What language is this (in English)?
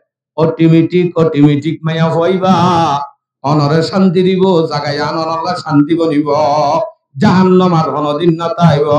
Rohingya